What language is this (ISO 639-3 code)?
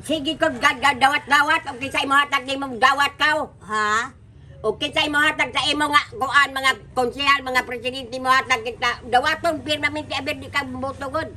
ceb